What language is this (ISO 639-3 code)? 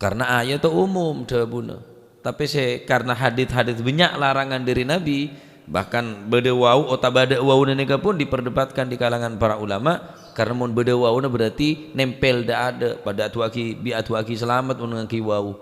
mad